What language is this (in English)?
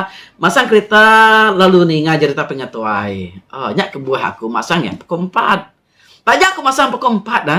Iban